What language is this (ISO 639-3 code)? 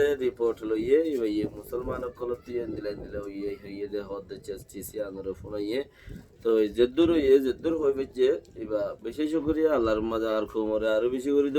rhg